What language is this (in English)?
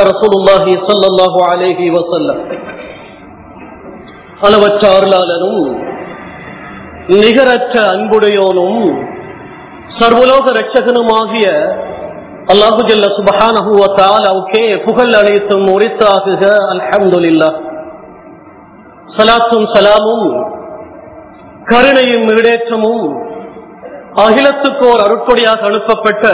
Tamil